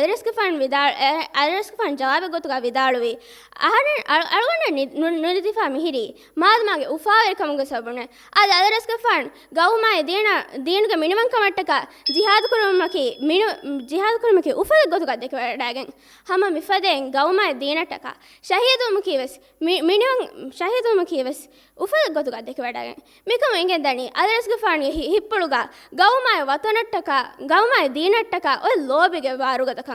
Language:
Divehi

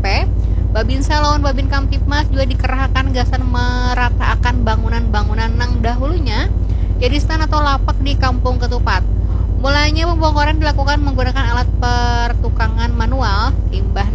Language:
Banjar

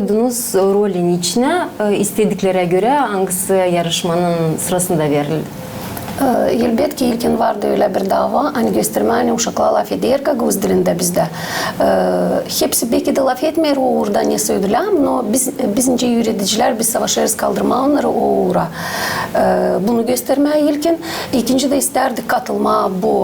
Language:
Gagauz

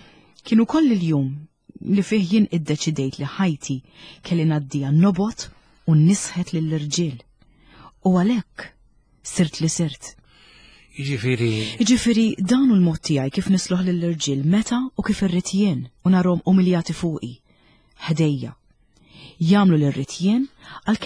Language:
Maltese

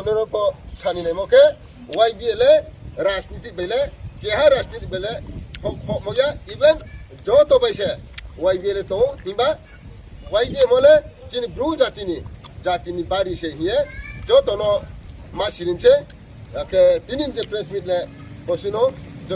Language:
Riang (India)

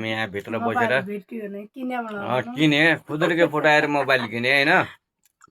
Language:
Nepali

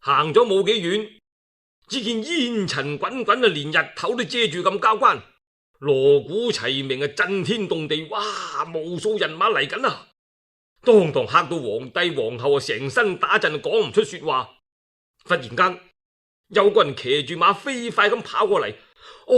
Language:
Cantonese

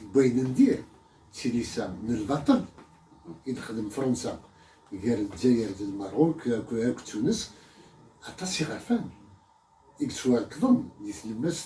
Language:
Kabyle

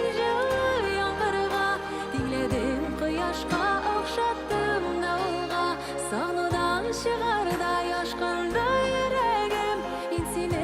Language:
Bashkir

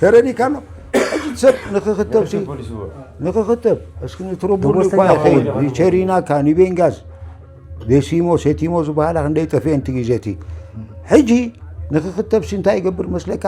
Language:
Tigrinya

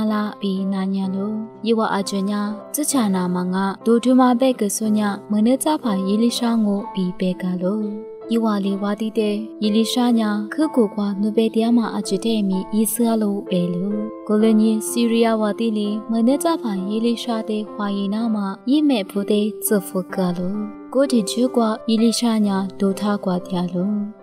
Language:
Lisu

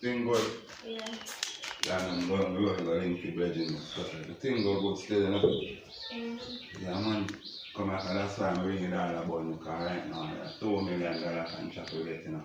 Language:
Jamaican Creole English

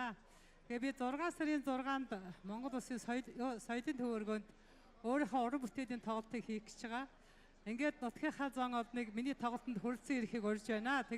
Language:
Mongolian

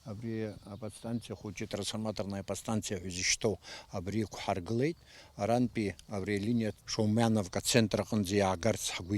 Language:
Abkhazian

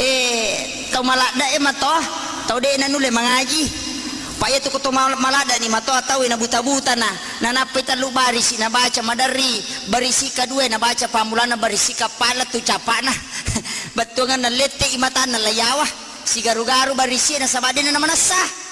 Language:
Buginese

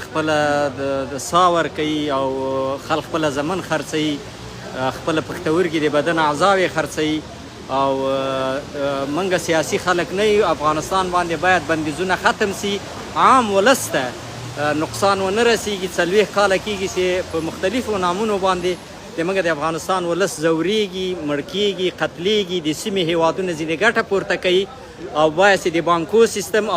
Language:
Pashto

